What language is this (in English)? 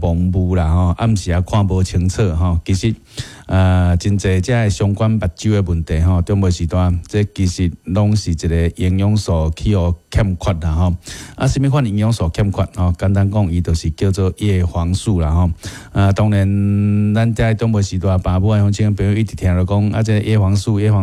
Min Nan Chinese